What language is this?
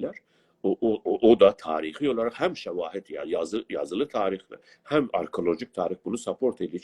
South Azerbaijani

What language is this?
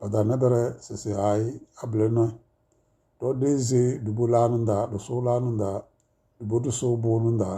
Tem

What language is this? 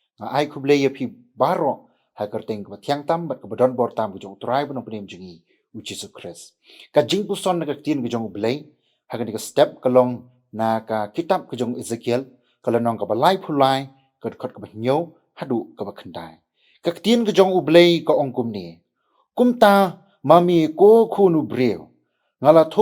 Khasi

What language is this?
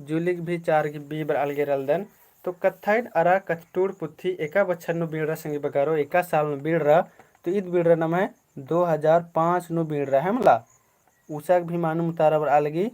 Kurukh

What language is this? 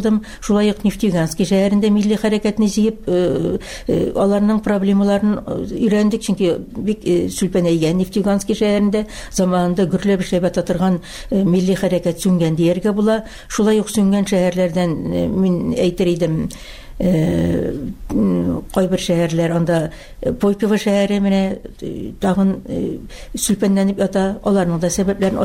Tatar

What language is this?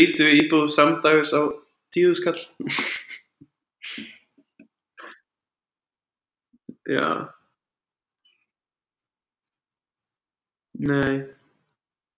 Icelandic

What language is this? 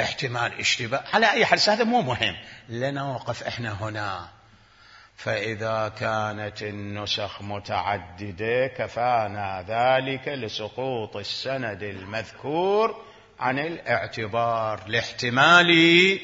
Mesopotamian Arabic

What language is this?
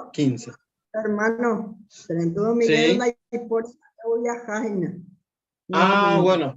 Guarani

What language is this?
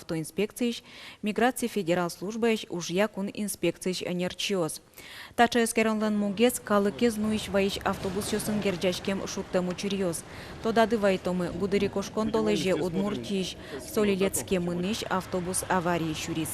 Udmurt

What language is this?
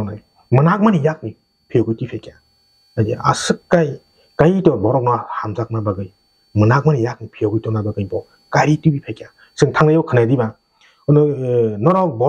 Kok Borok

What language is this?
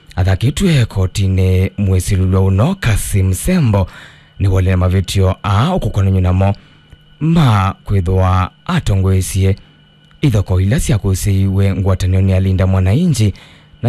Kamba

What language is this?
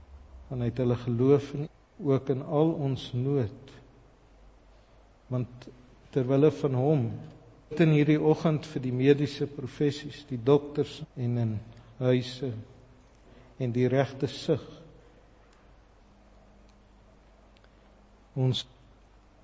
Afrikaans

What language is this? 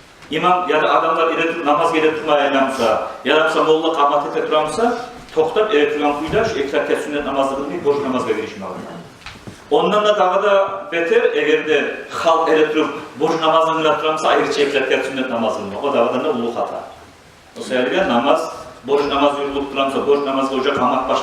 Kumyk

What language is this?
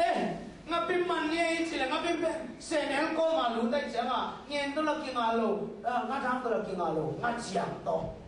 Tedim Chin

